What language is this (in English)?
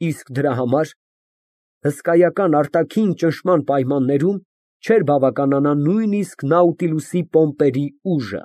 Armenian